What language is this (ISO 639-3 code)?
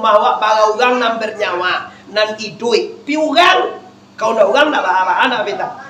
min